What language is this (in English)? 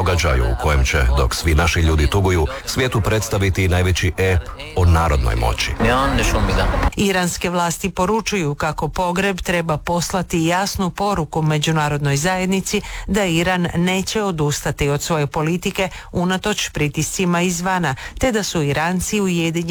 Croatian